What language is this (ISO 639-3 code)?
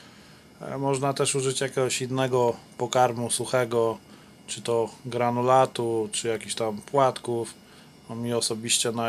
pol